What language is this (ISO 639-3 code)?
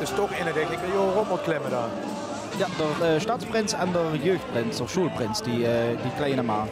lim